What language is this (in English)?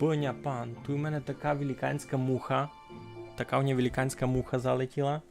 Rusyn